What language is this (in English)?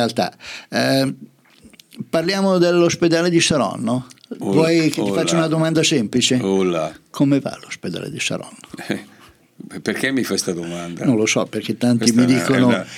Italian